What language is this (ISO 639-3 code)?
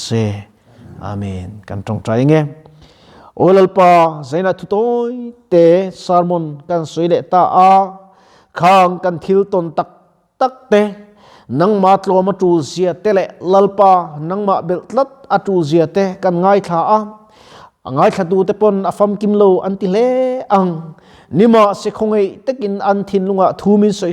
lus